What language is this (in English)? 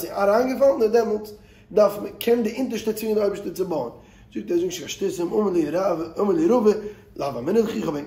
Yiddish